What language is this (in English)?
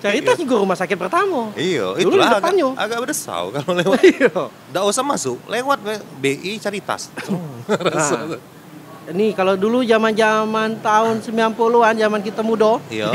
Musi